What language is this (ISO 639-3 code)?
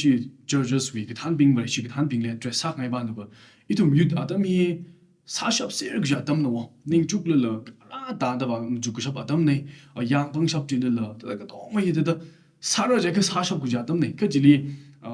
nmf